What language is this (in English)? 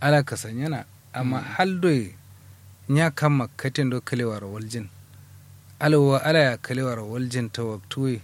Kanuri